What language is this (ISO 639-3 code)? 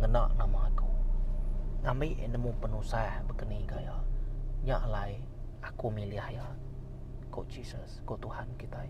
iba